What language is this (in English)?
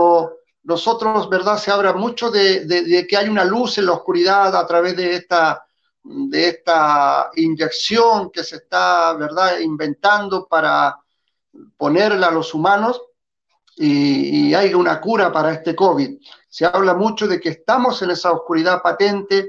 Spanish